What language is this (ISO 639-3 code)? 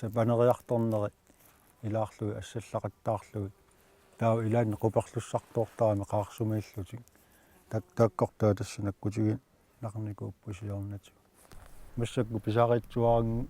kal